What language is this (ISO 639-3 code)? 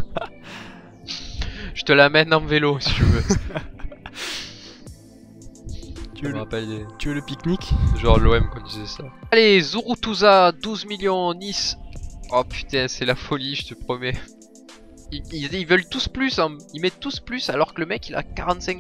fra